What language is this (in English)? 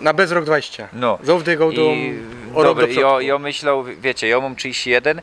Silesian